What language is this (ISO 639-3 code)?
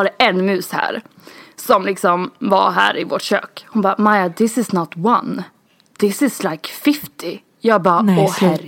swe